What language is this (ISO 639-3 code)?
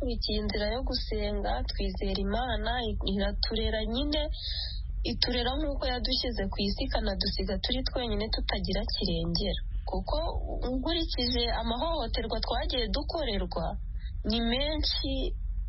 kin